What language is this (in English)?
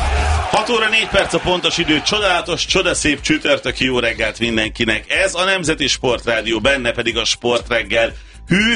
Hungarian